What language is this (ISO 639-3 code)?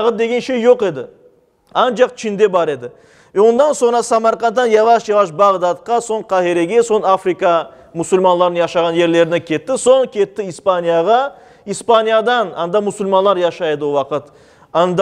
crh